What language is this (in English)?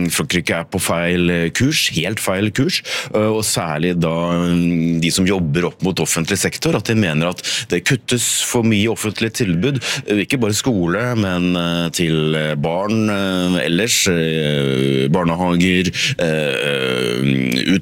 Norwegian